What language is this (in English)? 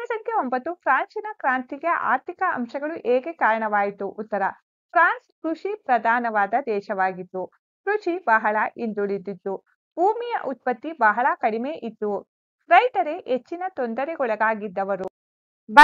Kannada